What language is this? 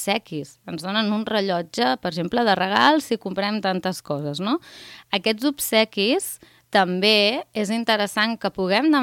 Catalan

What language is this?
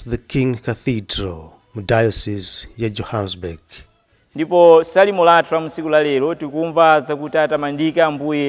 Nyanja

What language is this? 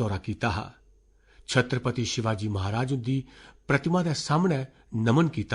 Dogri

